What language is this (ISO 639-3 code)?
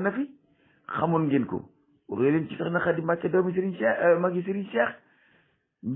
wol